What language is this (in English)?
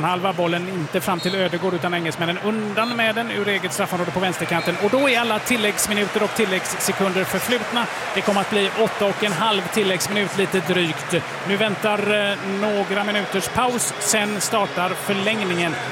Swedish